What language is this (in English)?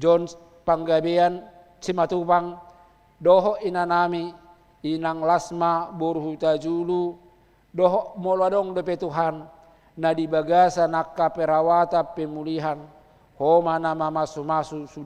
Batak Toba